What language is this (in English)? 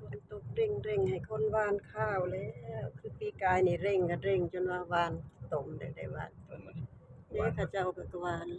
Northeastern Thai